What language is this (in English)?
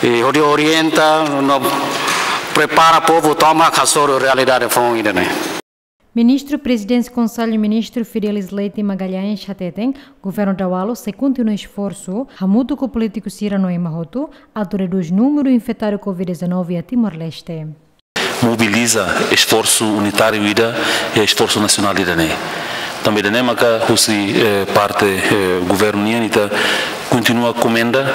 Tetum